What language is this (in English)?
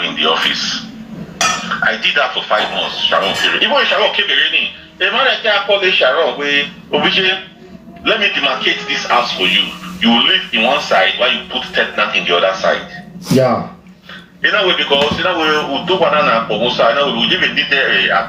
Nigerian Pidgin